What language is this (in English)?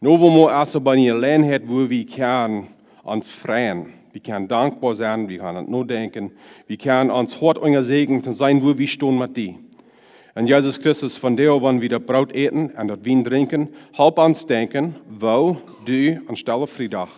Plautdietsch